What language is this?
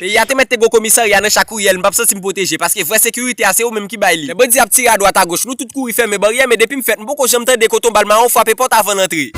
Haitian Creole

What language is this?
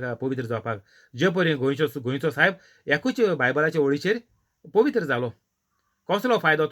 Konkani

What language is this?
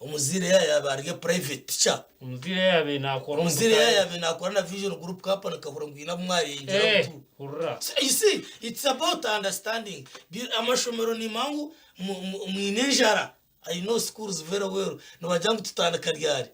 Nyankole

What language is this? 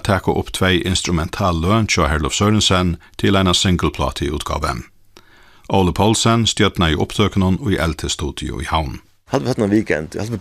Faroese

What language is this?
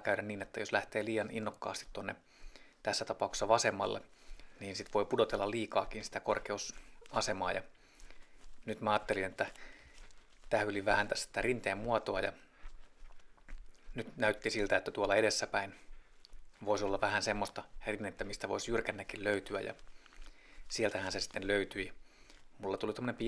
Finnish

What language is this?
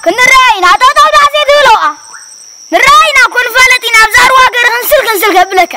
Tigrinya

